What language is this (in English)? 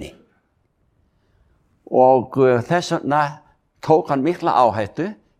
Icelandic